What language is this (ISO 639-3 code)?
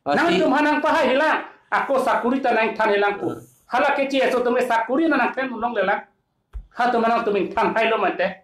mjw